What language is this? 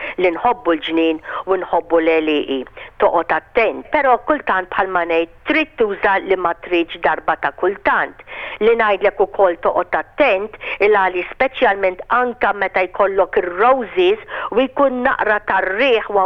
Maltese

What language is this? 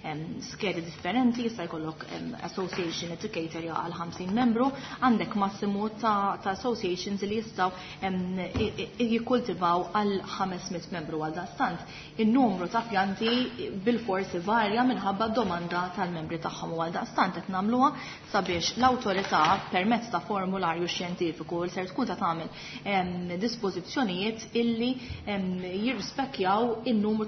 Maltese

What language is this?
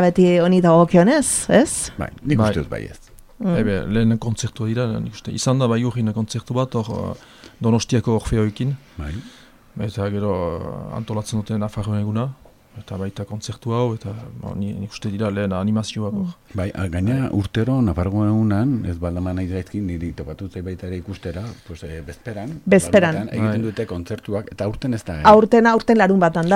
Basque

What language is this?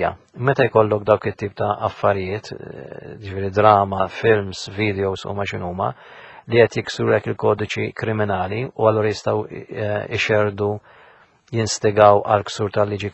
Maltese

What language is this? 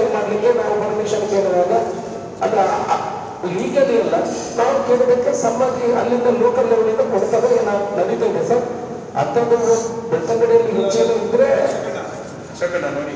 Kannada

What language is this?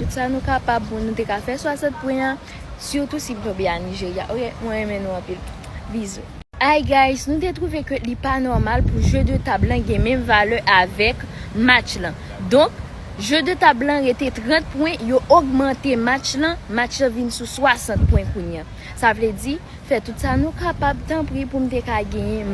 Haitian Creole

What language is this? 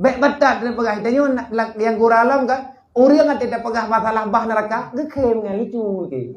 Achinese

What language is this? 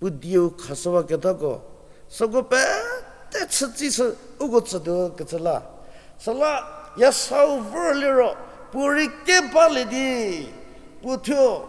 Angami Naga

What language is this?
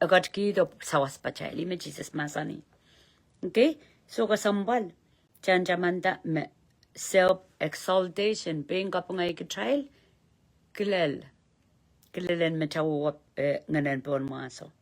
Pohnpeian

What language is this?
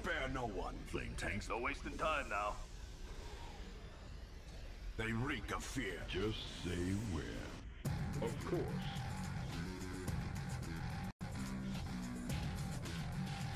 English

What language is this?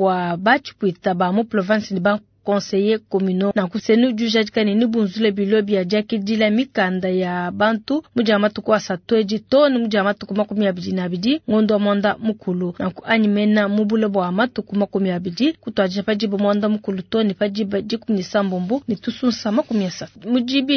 Luba-Lulua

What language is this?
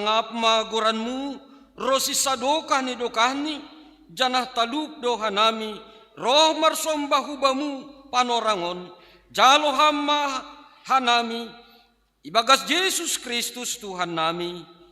Batak Simalungun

